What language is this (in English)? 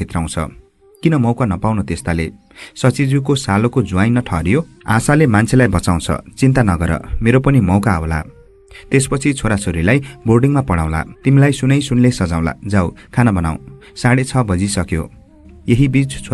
Nepali